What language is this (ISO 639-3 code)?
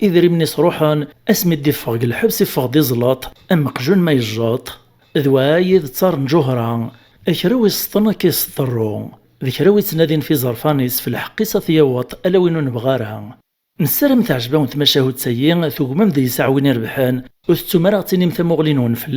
kab